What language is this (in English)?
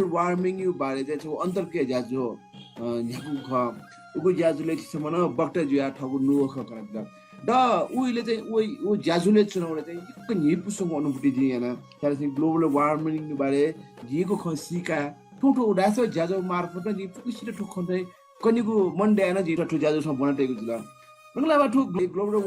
Newari